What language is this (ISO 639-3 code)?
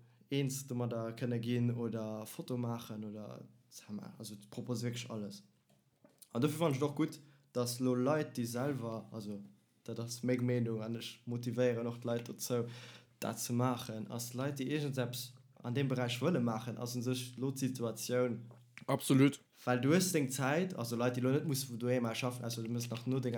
ltz